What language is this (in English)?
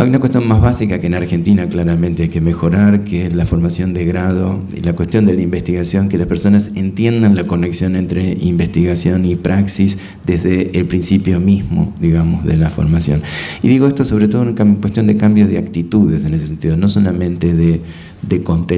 Spanish